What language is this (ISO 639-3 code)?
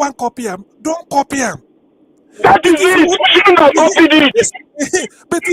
pcm